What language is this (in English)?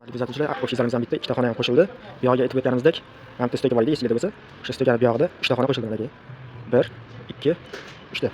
Uzbek